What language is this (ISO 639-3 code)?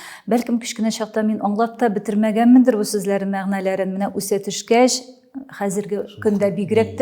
tat